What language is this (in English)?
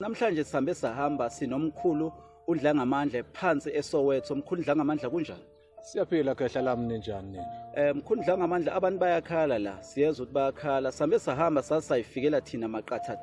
Zulu